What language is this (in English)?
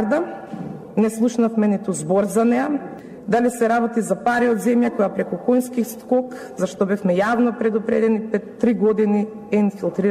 Macedonian